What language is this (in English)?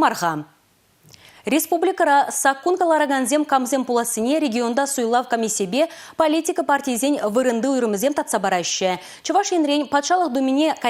Chuvash